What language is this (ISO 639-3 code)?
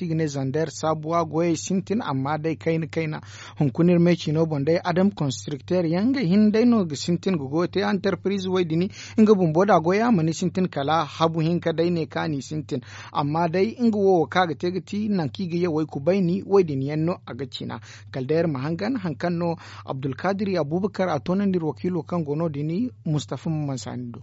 dje